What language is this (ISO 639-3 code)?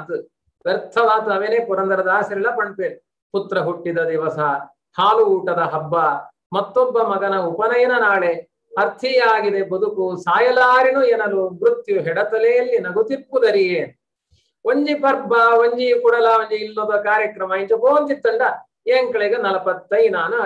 tcy